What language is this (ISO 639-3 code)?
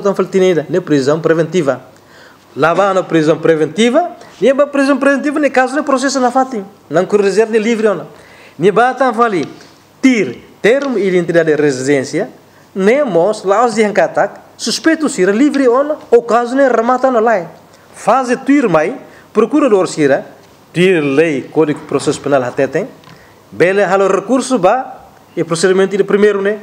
tet